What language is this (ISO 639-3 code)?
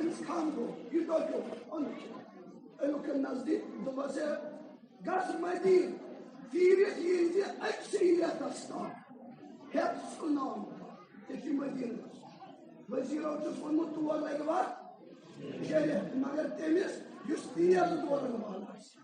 kas